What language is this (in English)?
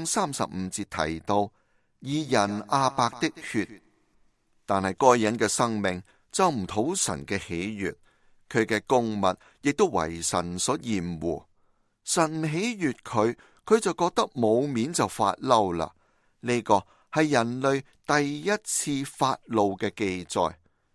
Cantonese